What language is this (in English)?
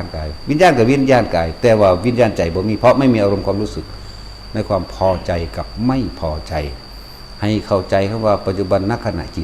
Northeastern Thai